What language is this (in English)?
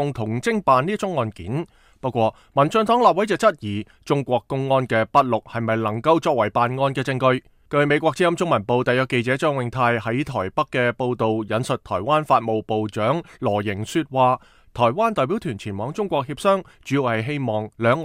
Cantonese